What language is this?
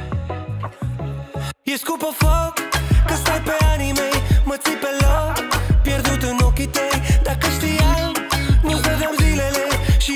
Romanian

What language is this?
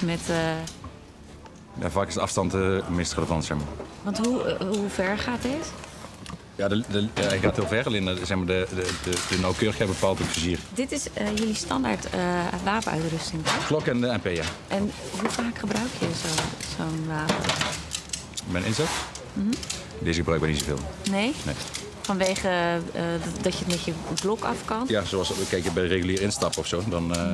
Dutch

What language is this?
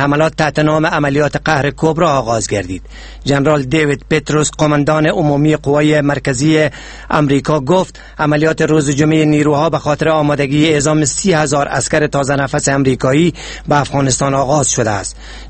Persian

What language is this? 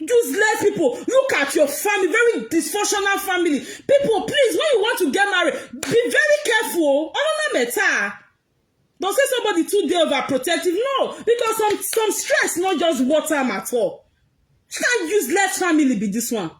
Nigerian Pidgin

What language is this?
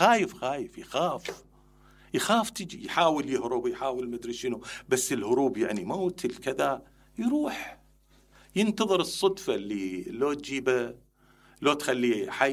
Mesopotamian Arabic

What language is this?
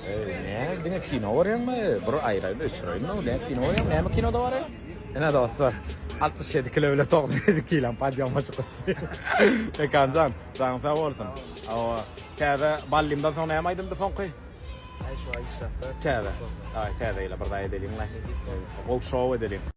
Turkmen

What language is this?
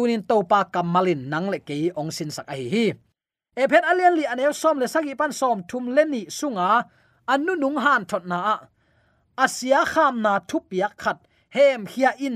Tedim Chin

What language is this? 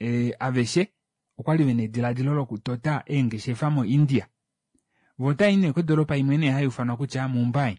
Kuanyama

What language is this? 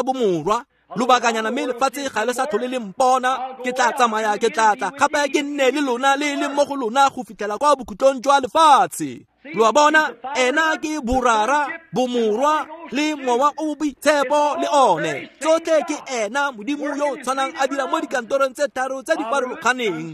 Tswana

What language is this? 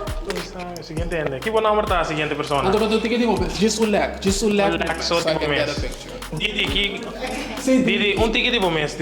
Papiamento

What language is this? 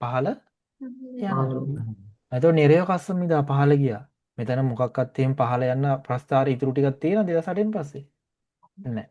Sinhala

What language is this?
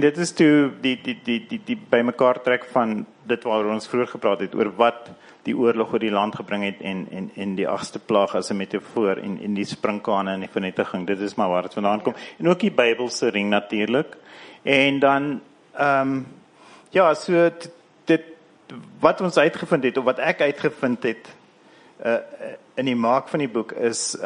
Afrikaans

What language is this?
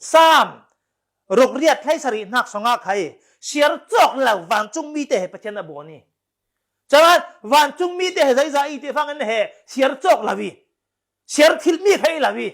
Falam Chin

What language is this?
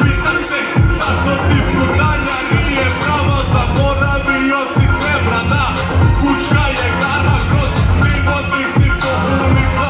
Serbian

